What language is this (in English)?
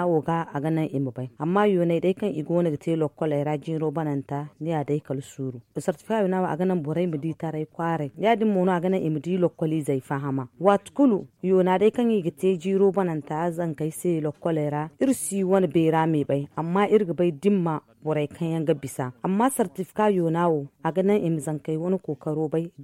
Zarma